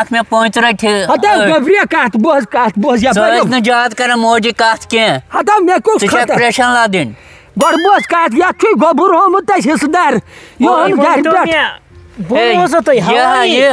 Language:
Kashmiri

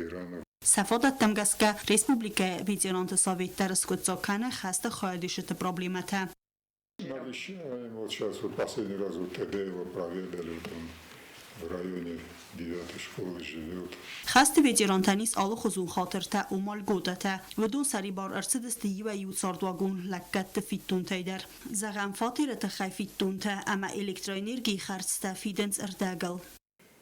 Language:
Ossetic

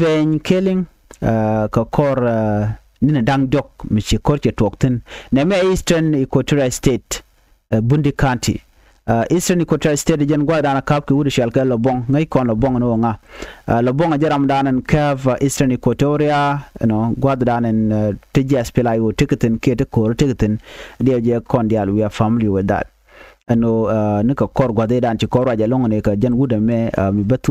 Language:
Nuer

